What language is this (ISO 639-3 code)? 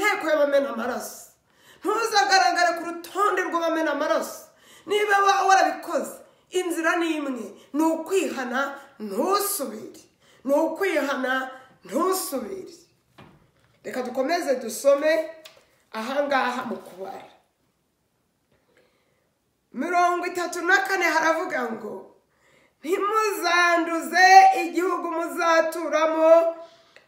kin